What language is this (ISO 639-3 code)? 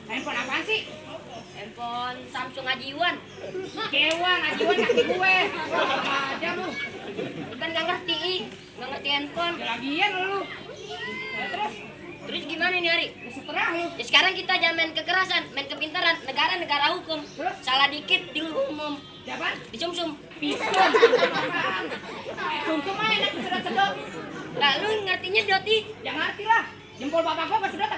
bew